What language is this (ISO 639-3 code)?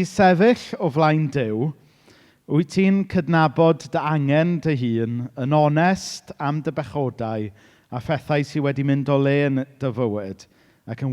cym